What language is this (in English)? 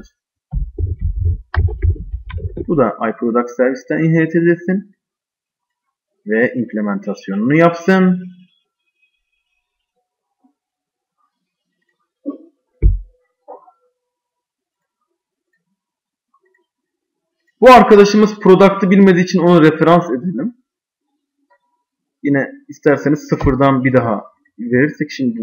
Turkish